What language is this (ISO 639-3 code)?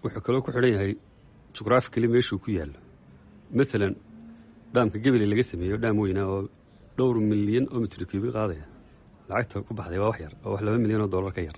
som